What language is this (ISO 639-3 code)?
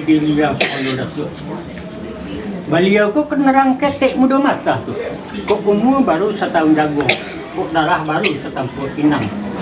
min